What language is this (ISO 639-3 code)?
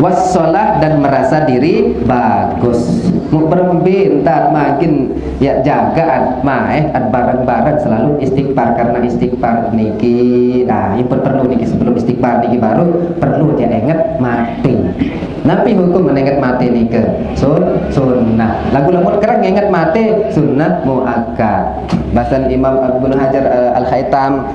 sas